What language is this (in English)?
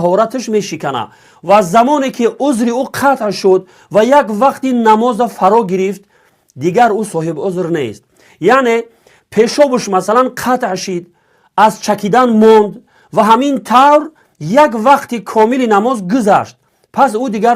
Tajik